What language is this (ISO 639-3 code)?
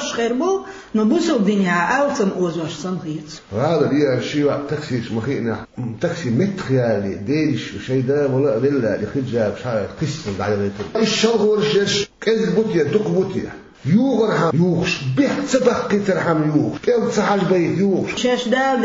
che